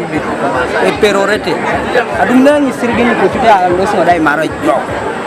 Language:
Teso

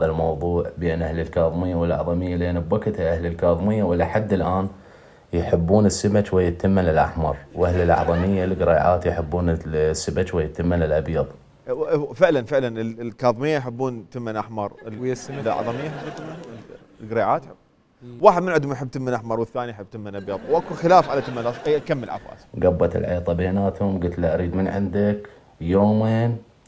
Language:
Mesopotamian Arabic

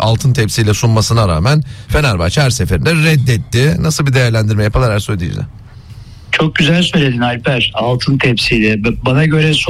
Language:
Turkish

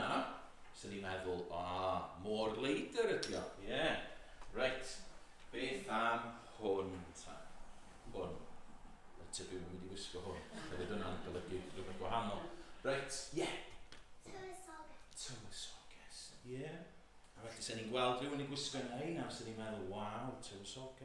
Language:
Welsh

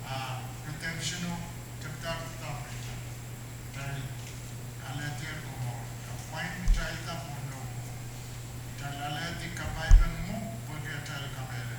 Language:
Pohnpeian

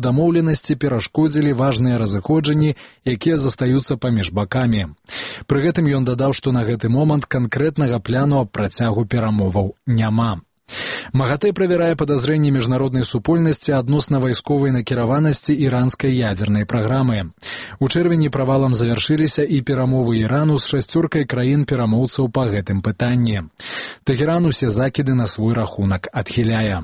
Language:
Belarusian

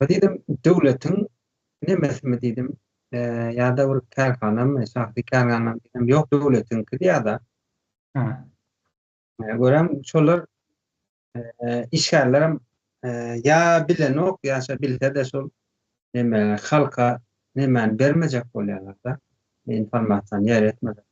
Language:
Turkmen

